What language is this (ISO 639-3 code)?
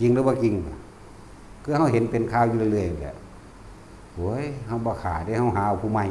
tts